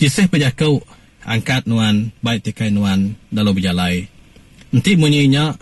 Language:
Iban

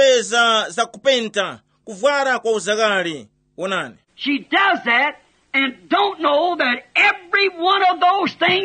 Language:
Tumbuka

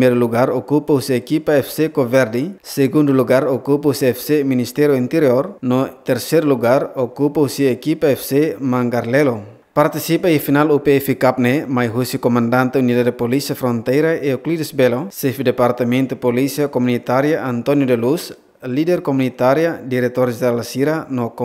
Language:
Tetum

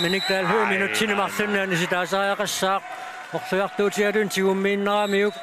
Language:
Kalaallisut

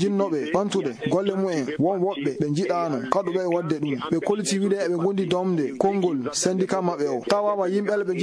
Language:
Fula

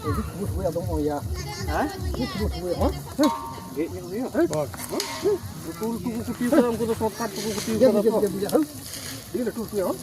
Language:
Santali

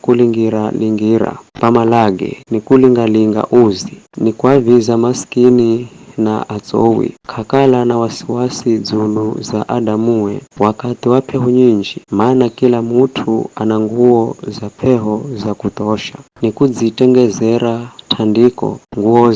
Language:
Giryama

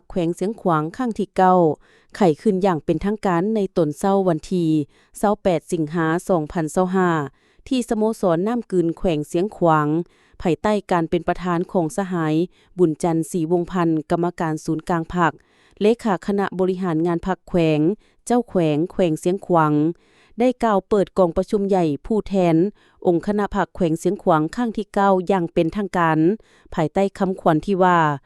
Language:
Lao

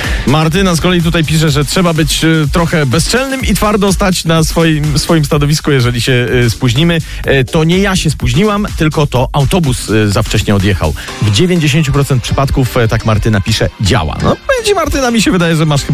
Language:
Polish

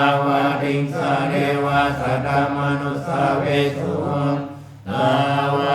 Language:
Pali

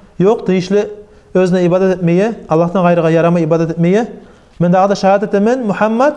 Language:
Kumyk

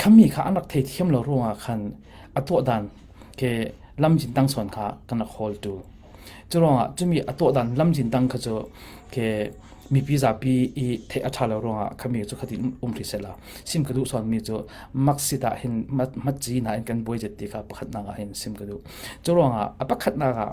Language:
Falam Chin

